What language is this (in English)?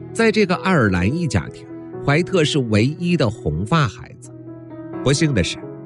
Chinese